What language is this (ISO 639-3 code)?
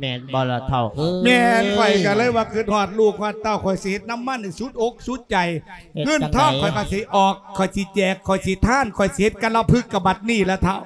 lao